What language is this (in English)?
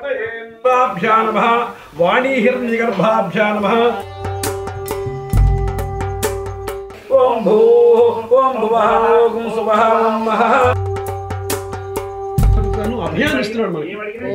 Telugu